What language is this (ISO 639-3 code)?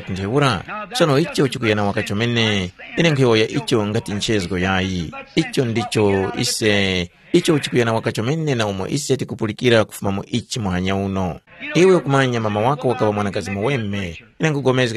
tum